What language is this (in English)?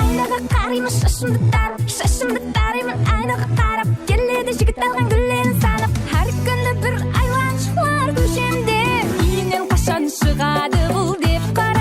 Kara-Kalpak